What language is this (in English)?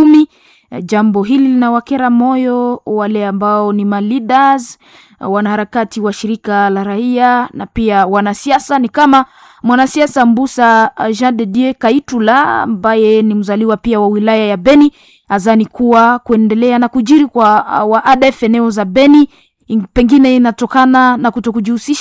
Swahili